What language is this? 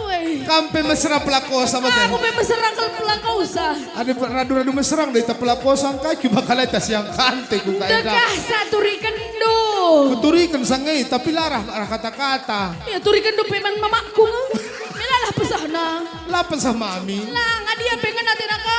Batak Karo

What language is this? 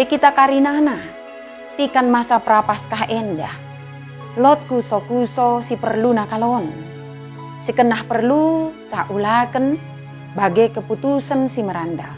Batak Dairi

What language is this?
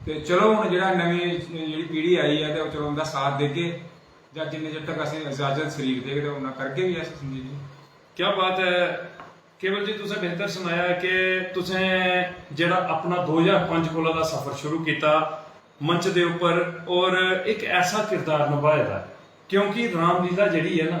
Dogri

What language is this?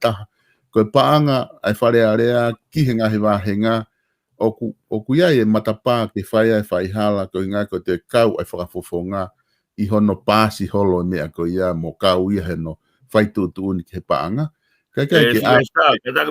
Tongan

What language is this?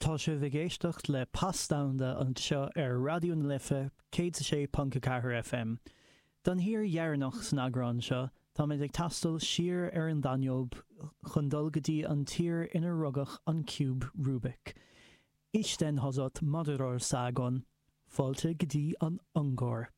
Irish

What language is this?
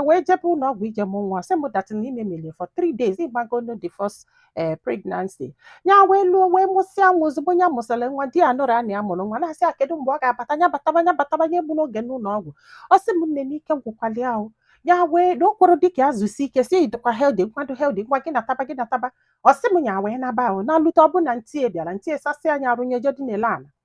Igbo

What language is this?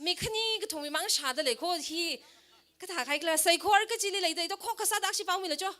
Tangkhul Naga (India)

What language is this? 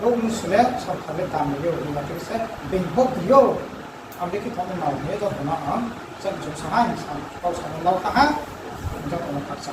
Riang (India)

